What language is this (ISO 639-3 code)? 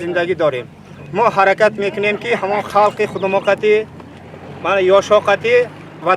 tgk